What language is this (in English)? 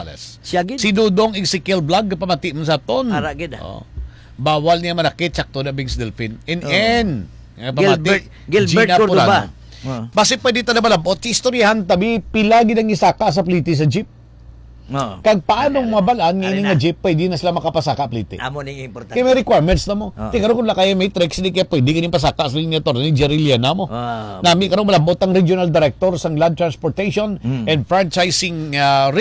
Hiligaynon